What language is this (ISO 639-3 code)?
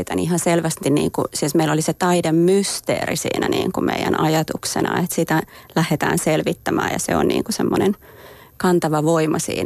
fin